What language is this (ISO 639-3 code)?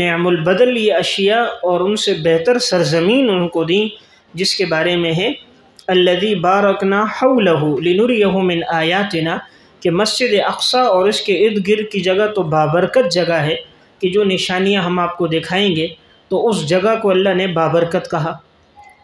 urd